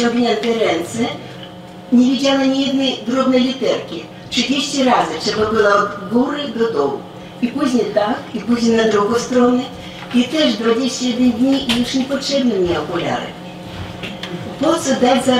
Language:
Polish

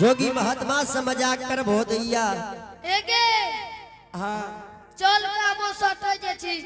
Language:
Angika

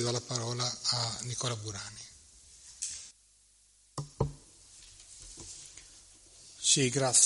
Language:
Italian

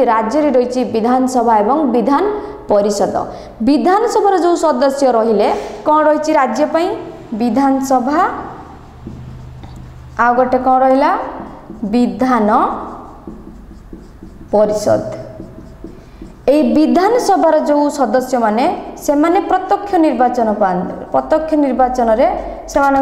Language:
Odia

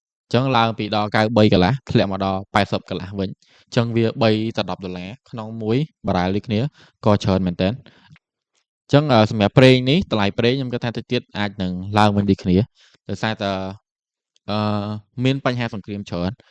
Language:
Khmer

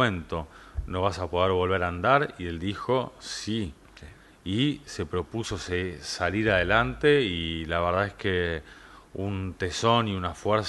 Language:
Spanish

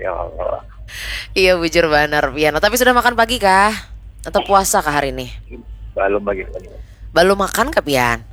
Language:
Banjar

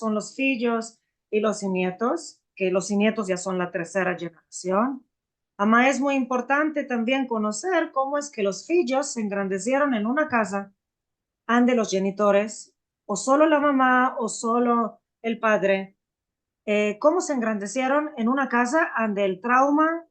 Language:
Ladino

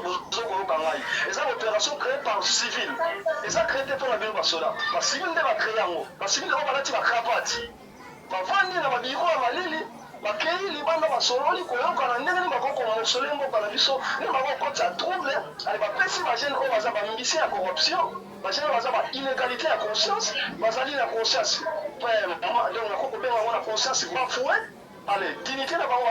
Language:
Lingala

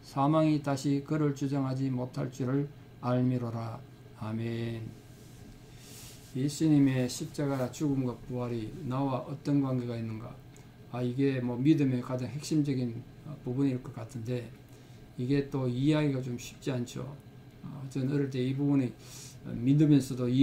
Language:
Korean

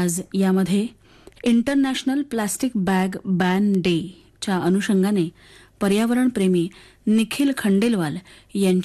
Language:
Marathi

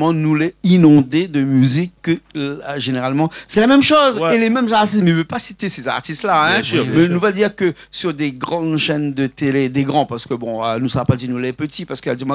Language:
Réunion Creole French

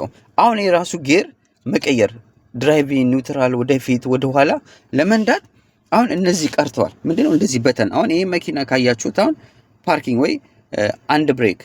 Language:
Amharic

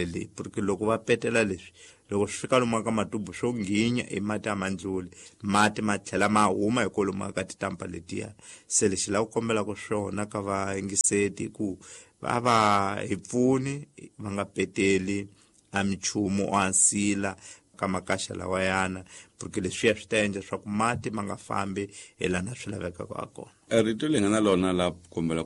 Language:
Tsonga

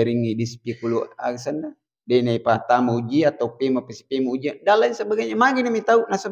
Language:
Buginese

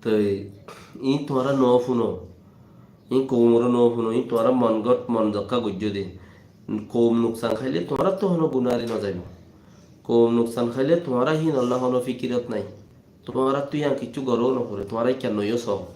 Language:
Rohingya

